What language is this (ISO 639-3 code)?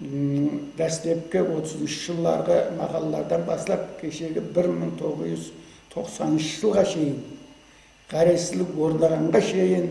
kaa